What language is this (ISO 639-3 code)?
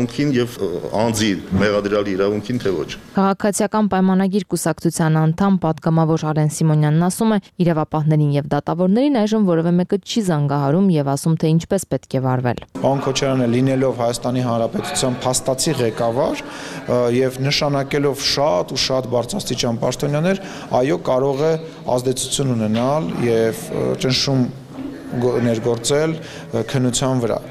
hye